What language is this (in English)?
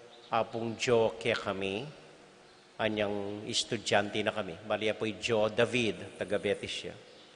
Pampanga